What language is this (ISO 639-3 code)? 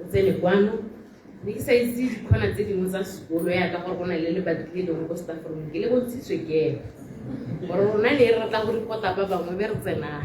tsn